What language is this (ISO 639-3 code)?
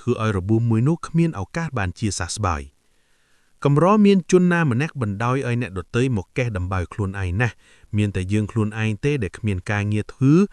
khm